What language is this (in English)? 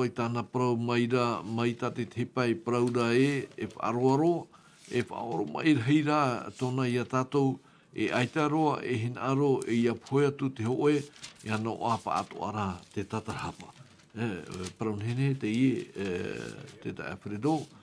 Tahitian